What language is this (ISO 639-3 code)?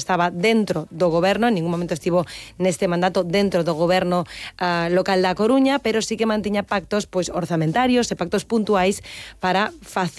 glg